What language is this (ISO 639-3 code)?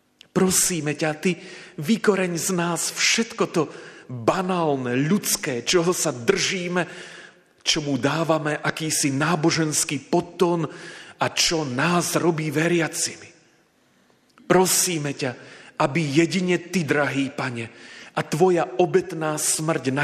slk